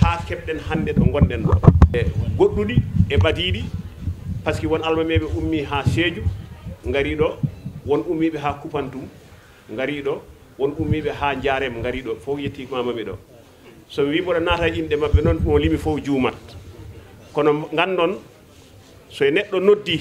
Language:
Fula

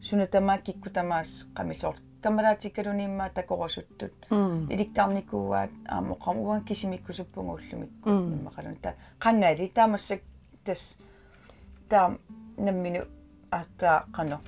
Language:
Kalaallisut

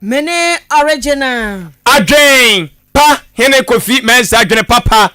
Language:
Akan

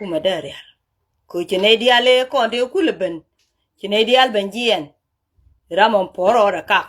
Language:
Nuer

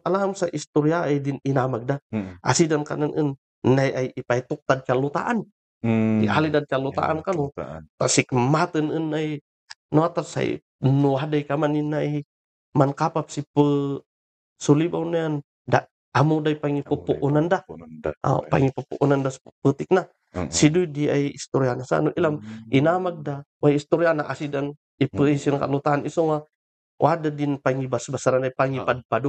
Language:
Kankanaey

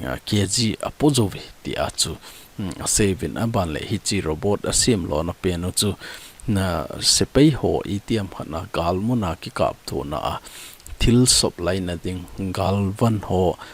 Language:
Thado Chin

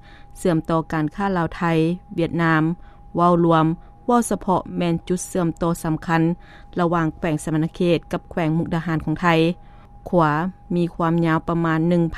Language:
Lao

